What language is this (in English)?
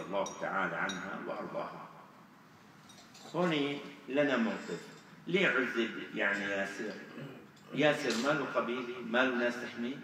Arabic